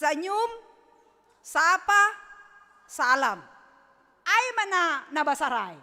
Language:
Batak Simalungun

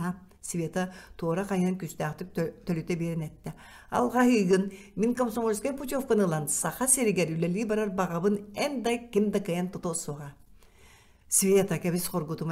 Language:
Yakut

